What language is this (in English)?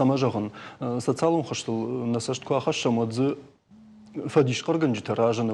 Ossetic